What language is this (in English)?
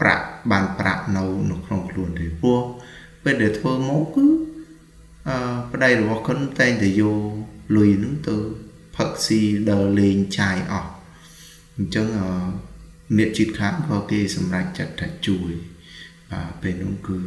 Khmer